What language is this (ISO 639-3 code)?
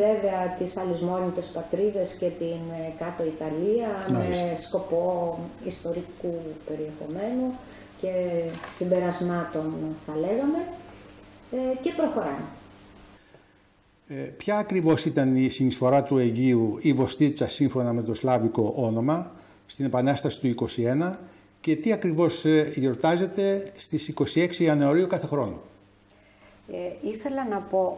ell